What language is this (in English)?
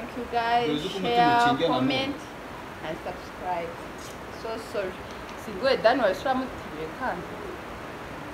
Kinyarwanda